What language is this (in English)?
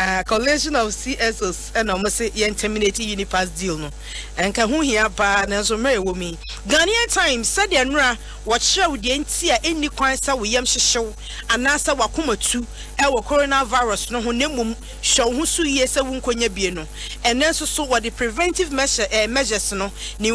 Akan